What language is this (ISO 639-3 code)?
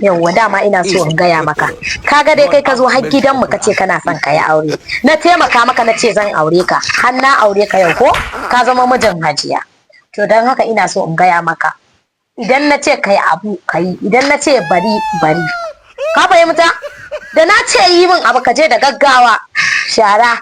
hau